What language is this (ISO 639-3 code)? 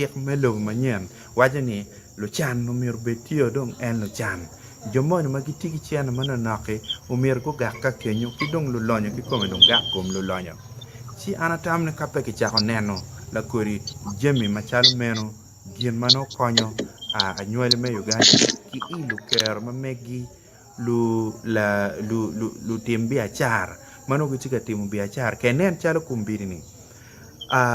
ach